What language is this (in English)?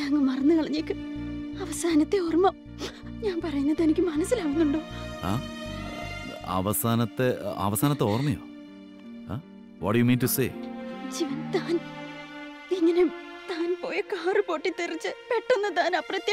Malayalam